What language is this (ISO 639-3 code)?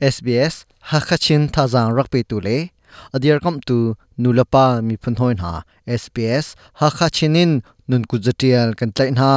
cnh